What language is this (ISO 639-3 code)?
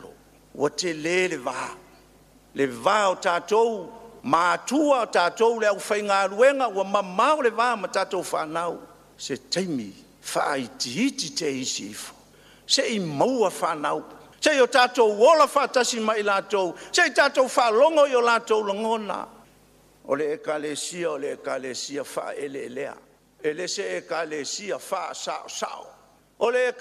smo